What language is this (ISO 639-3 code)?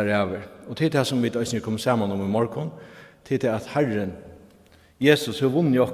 fao